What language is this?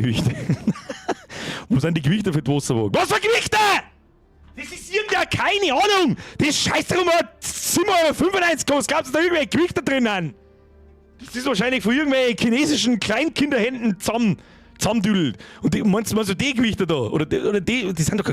Bavarian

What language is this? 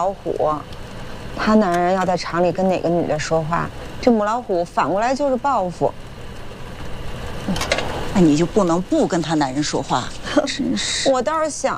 Chinese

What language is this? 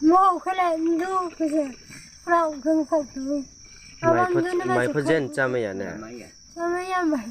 Riang (India)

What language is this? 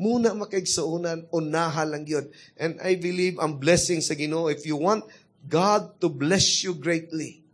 Cebuano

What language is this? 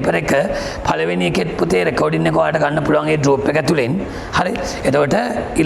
Sinhala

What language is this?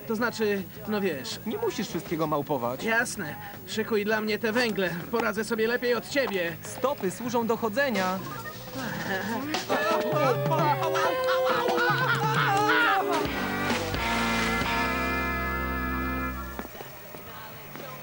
Polish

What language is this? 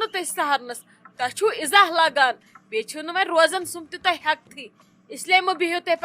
Kashmiri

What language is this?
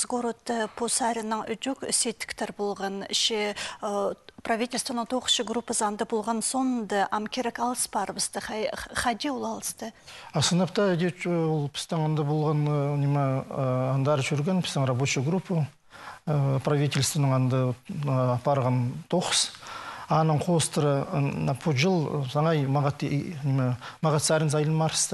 Khakas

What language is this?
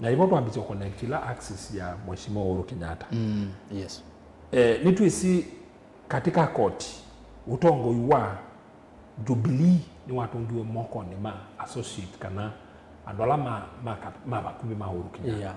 Kamba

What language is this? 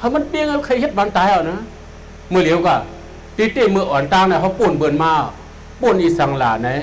Shan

